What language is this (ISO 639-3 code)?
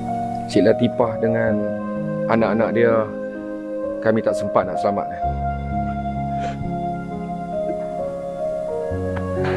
msa